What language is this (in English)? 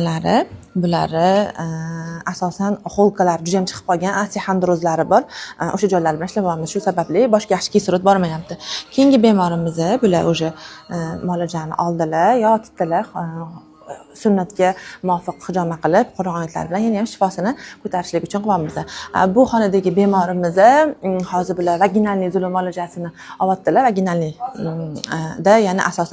Uzbek